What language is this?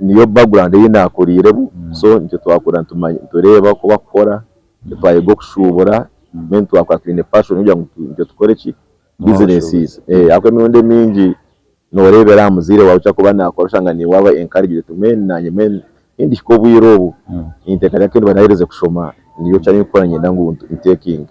Nyankole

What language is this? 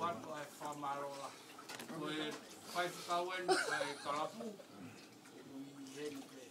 Tongan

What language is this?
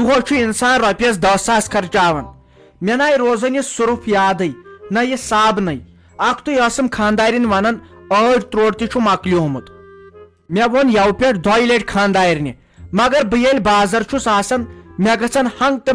Kashmiri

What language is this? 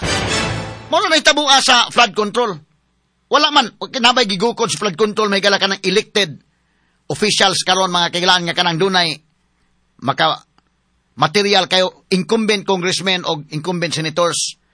Cebuano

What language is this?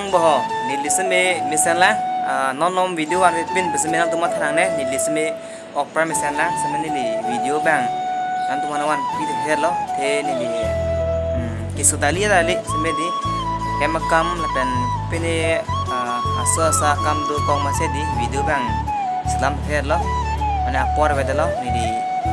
Karbi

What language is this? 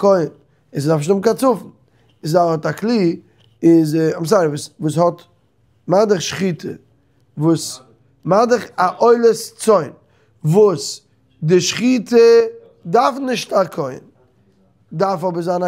Yiddish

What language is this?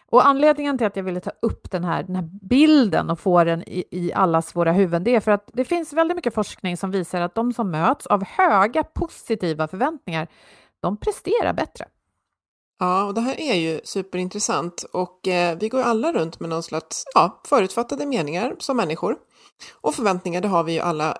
Swedish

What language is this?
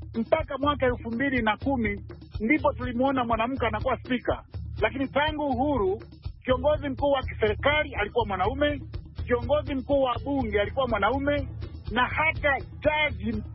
Swahili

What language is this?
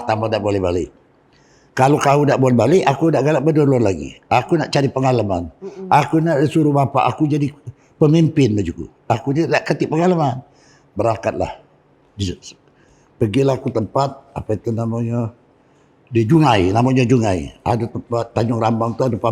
Musi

